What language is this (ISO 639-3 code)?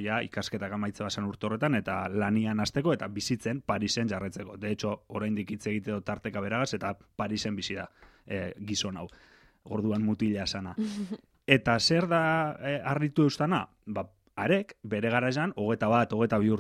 eus